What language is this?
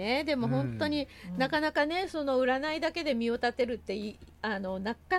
Japanese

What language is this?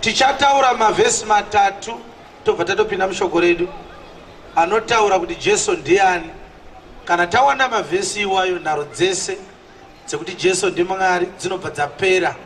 Shona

